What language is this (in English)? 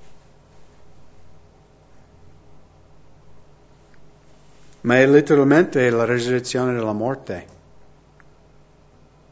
Italian